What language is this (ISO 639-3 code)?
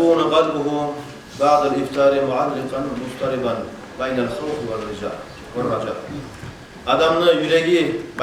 kum